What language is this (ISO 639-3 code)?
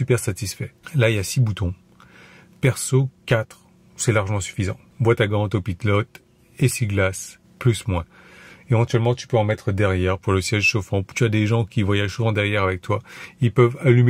fra